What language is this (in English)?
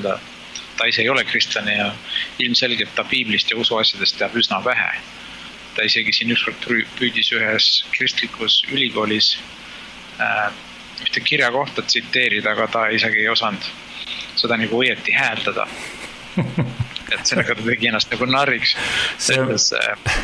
Estonian